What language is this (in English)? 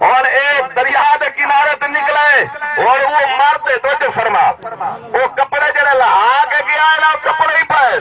Saraiki